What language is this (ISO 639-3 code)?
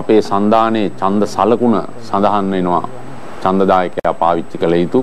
sin